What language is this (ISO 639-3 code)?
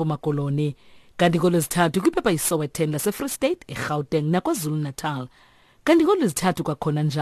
xho